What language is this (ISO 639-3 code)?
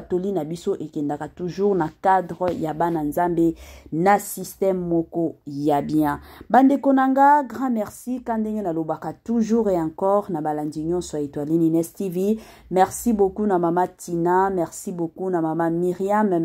lin